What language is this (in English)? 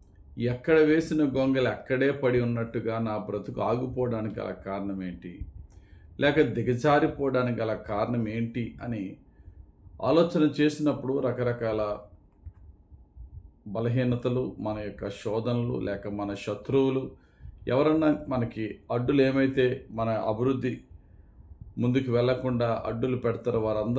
Telugu